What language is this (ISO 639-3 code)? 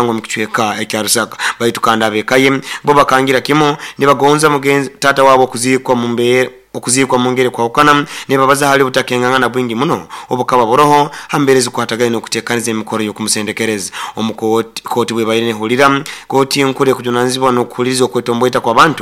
nyo